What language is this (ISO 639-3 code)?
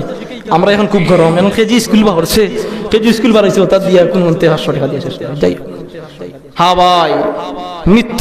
syl